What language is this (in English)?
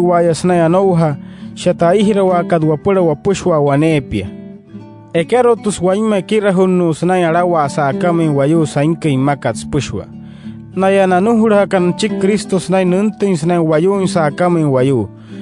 Wayuu